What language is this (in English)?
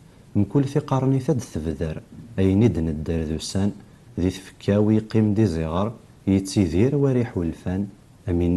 Kabyle